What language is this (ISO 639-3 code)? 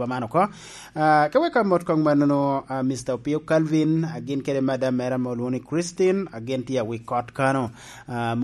laj